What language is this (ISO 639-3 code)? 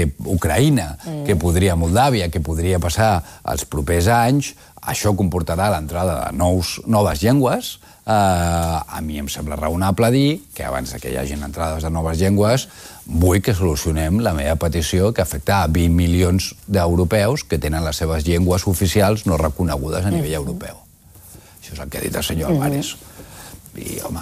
cat